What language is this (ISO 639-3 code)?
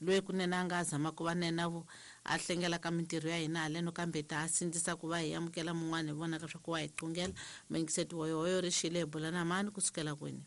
tso